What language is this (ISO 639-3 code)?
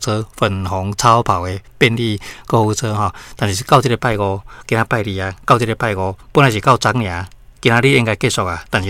nan